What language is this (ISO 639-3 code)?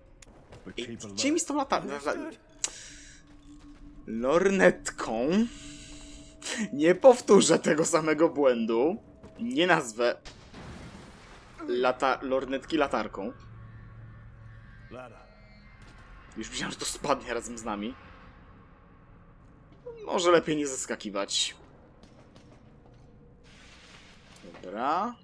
pol